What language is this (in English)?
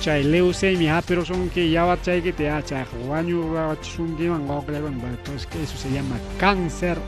Ayacucho Quechua